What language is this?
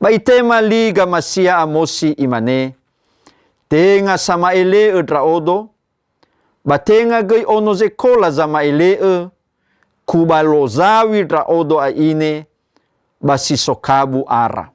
Nias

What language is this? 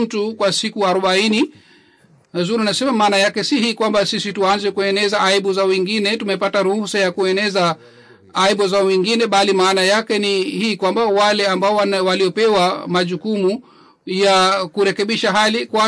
Swahili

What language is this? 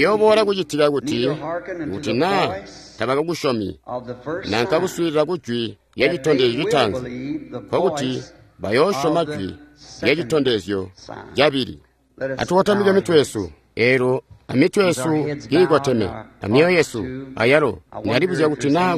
Tonga (Zambia)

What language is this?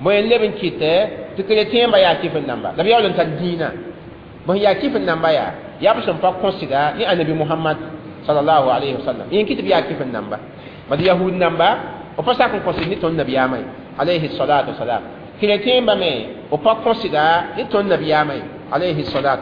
Mossi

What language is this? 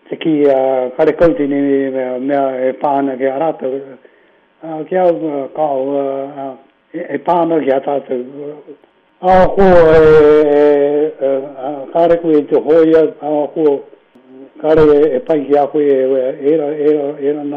Māori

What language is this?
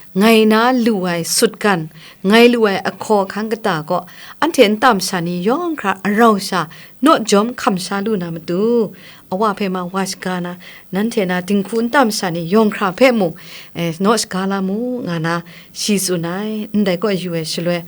Kachin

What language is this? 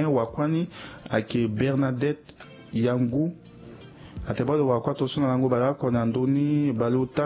Sango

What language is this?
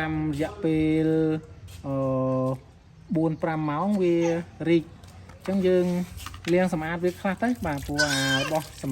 Khmer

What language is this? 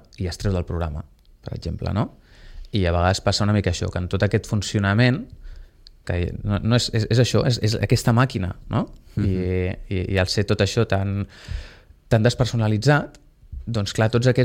Catalan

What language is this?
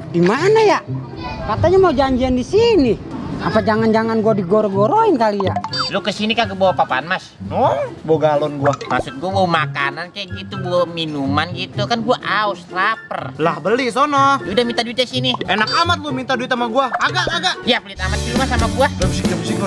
Betawi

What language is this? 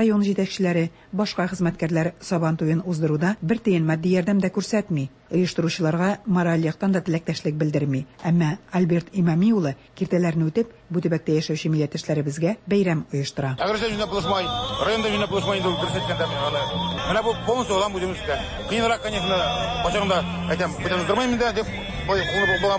Tatar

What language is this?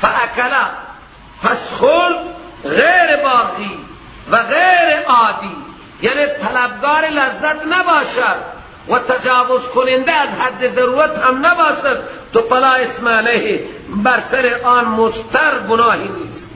Persian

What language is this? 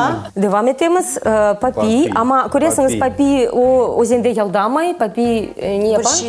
Crimean Tatar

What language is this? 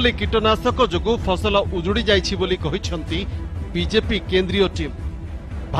Odia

